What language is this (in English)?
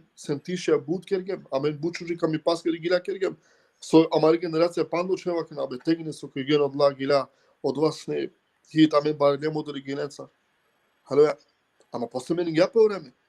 Balkan Romani